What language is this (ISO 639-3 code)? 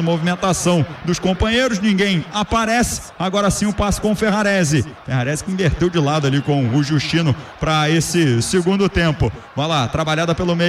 por